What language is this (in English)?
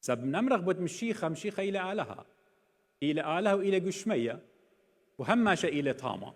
Assyrian Neo-Aramaic